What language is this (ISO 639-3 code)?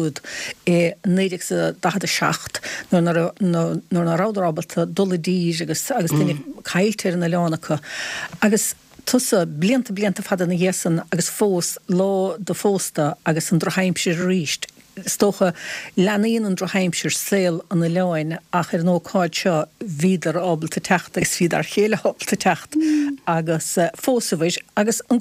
gle